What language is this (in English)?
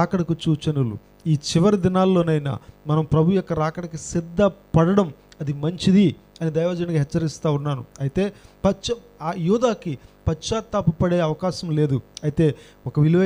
Telugu